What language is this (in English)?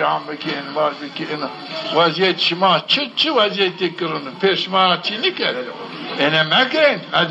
Zaza